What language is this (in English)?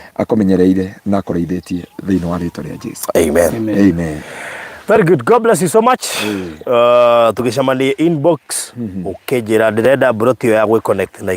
Kikuyu